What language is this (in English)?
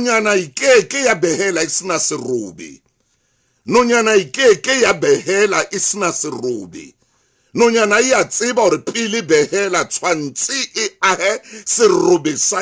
Southern Sotho